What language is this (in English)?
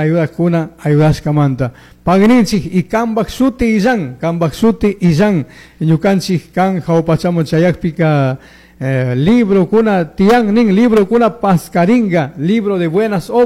Chimborazo Highland Quichua